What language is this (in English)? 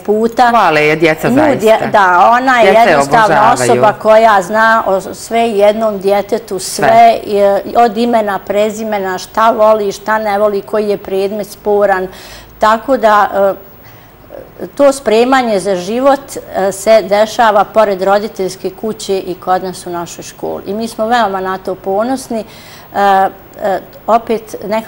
Bosnian